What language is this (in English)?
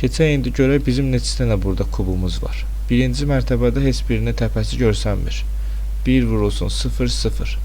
Azerbaijani